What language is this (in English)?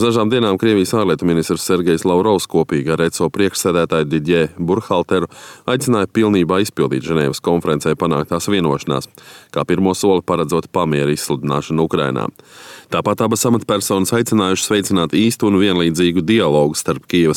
Latvian